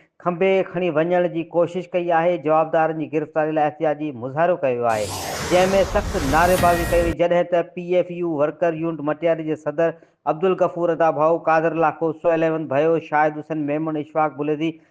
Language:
Sindhi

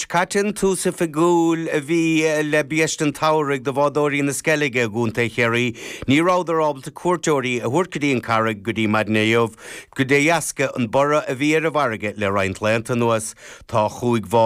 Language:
Irish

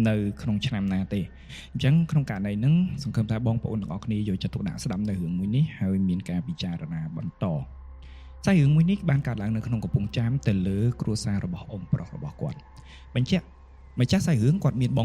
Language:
Khmer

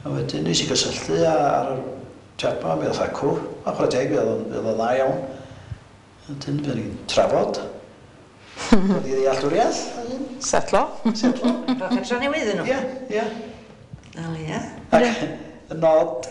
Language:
Welsh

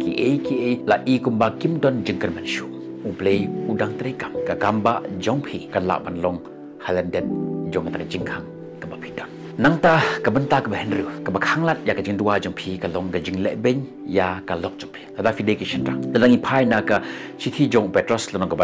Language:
Khasi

